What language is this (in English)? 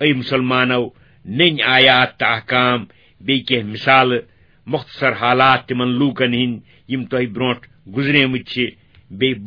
Kashmiri